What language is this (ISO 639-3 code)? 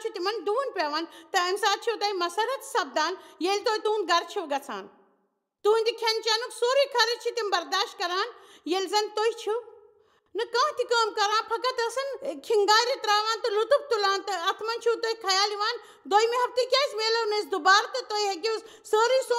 kas